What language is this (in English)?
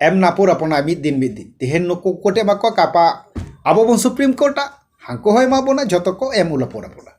Santali